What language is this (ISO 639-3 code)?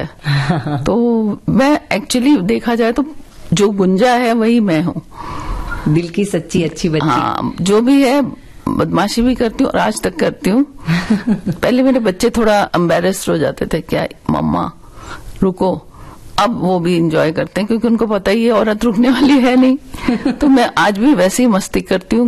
hin